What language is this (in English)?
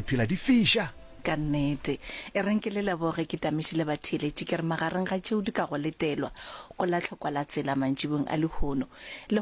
Northern Sotho